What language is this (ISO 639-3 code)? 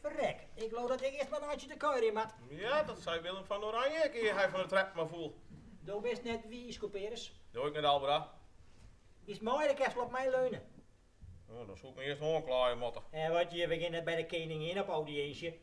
fry